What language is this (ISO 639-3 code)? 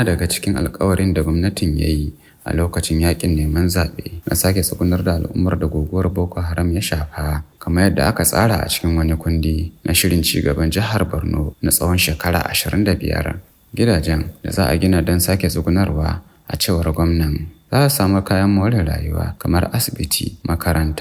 hau